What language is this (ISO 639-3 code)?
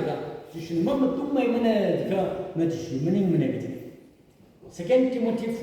nmf